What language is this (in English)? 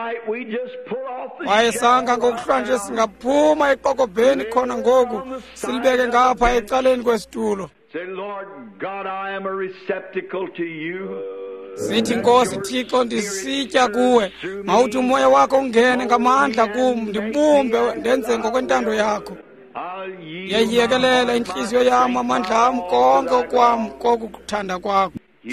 Xhosa